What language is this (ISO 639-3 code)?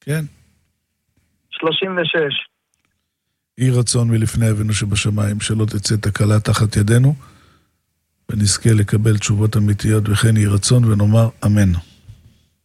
heb